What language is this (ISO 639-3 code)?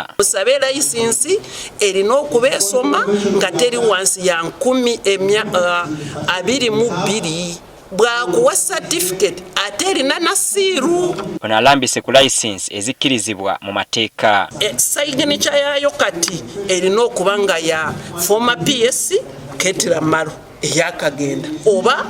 lug